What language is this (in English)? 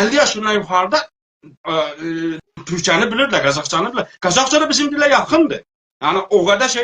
South Azerbaijani